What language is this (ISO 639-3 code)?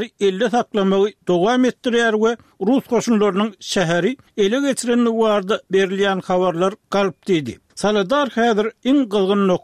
tuk